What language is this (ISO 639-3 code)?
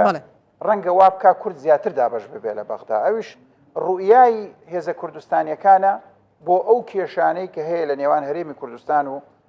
ckb